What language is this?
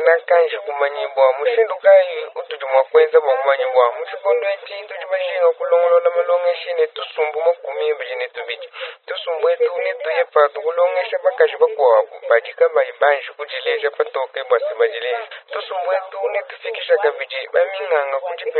Luba-Lulua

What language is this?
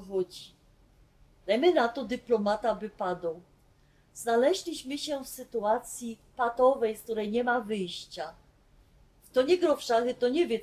Silesian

